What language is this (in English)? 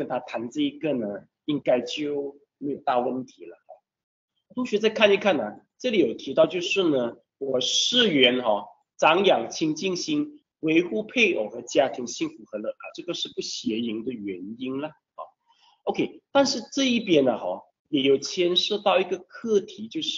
Chinese